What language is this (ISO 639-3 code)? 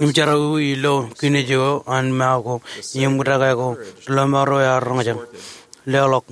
mah